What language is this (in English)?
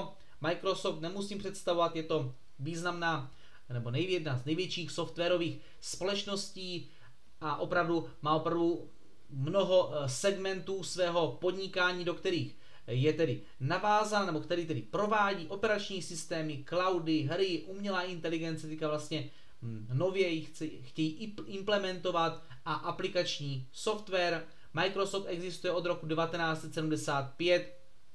Czech